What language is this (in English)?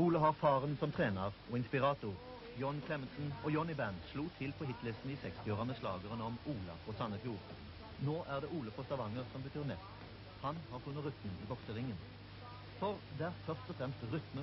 Norwegian